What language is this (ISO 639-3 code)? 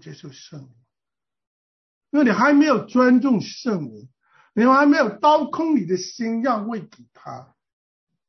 zho